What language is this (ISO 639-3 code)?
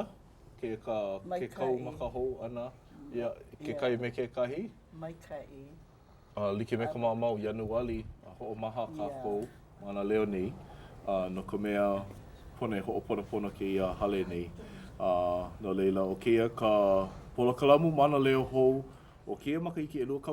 haw